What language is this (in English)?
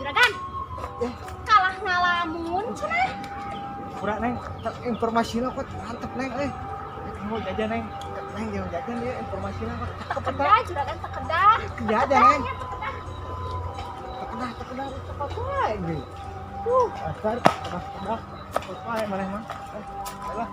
Sundanese